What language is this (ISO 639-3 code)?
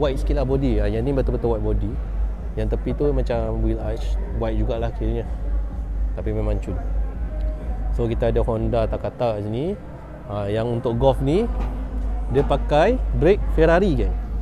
msa